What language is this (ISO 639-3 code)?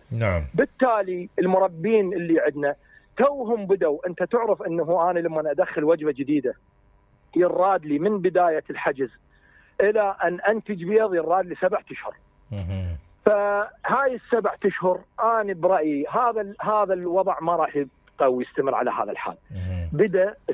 acm